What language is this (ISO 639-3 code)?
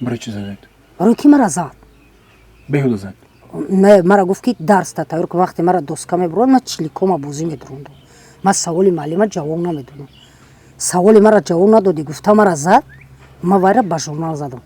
tgk